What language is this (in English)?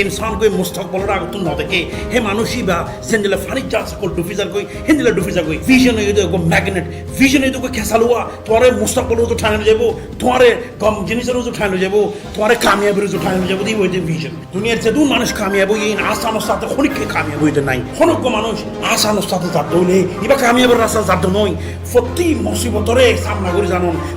Rohingya